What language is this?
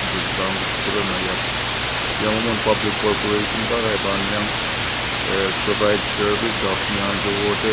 Pohnpeian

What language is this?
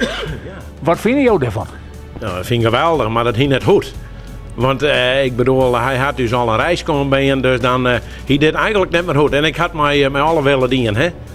Western Frisian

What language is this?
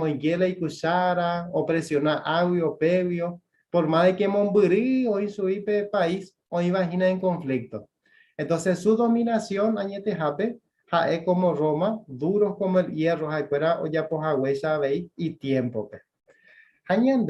Guarani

